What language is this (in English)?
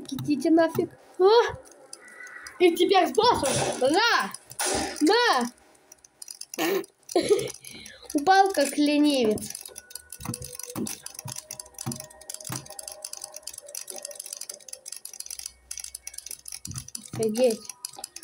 Russian